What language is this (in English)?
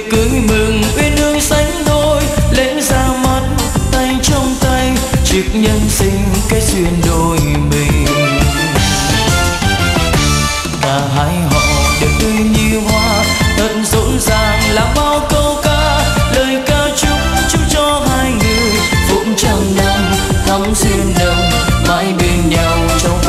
Vietnamese